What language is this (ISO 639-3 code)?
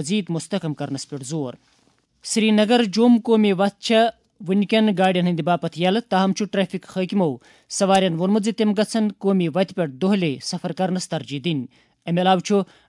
kas